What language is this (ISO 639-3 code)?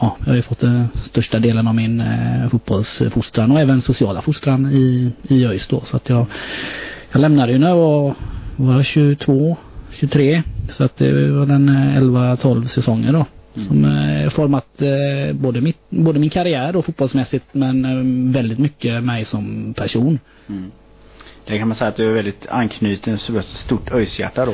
swe